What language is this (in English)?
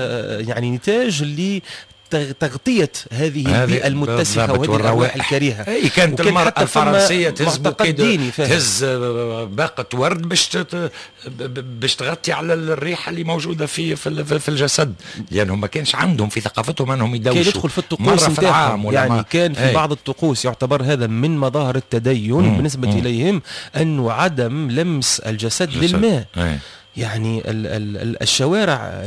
Tunisian Arabic